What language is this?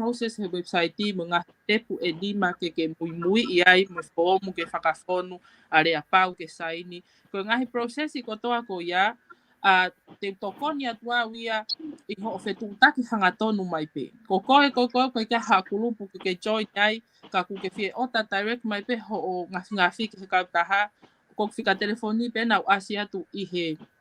Tongan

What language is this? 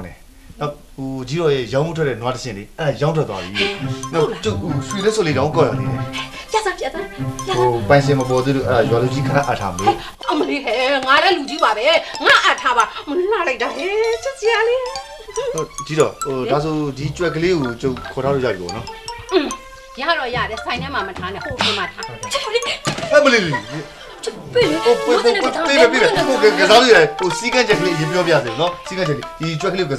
Burmese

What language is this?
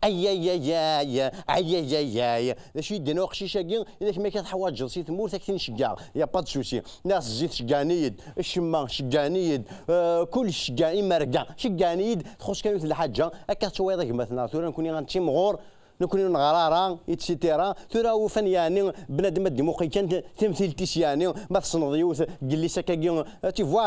Kabyle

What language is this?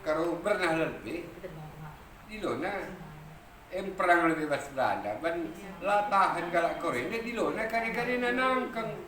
Batak Karo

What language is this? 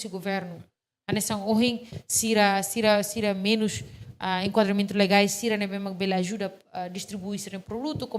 Tetum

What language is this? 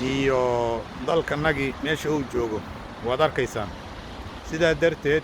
Somali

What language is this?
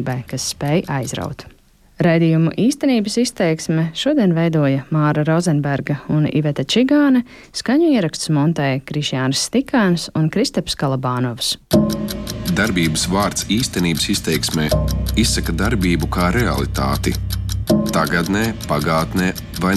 Latvian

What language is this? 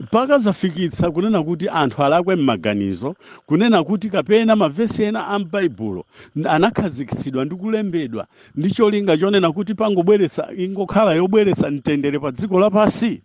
Nyanja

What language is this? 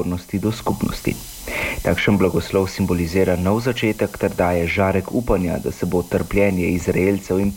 Slovenian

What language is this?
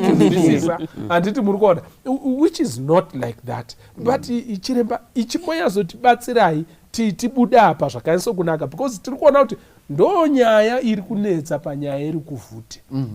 Shona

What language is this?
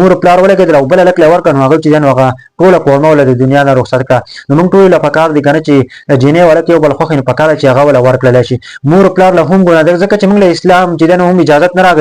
Pashto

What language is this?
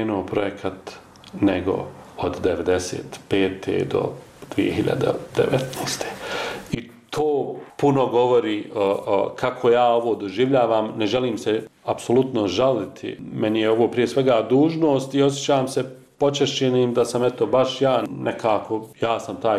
Bosnian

